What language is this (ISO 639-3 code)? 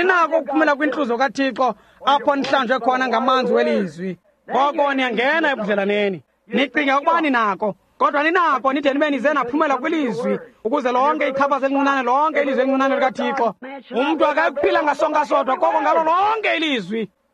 xho